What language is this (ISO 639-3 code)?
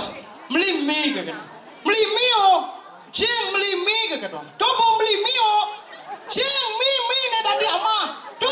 ban